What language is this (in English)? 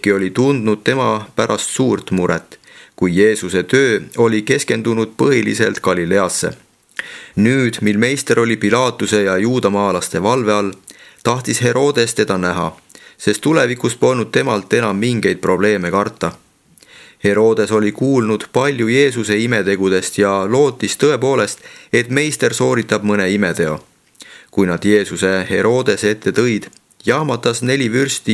Estonian